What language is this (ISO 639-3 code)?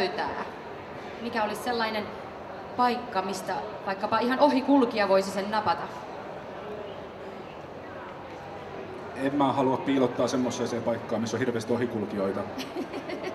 fin